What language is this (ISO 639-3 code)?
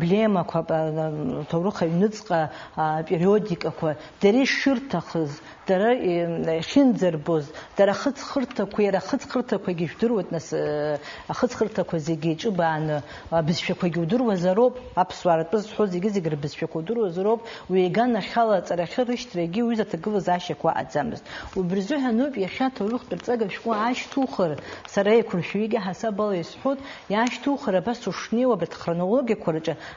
abk